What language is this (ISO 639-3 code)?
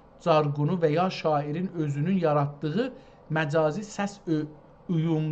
azb